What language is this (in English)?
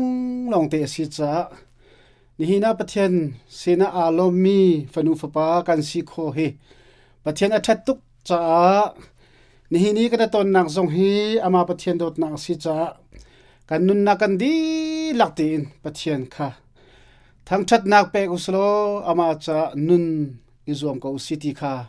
Hakha Chin